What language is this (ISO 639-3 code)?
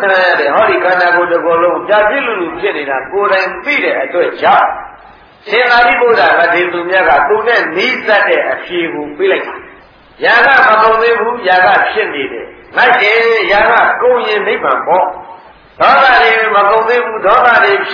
mya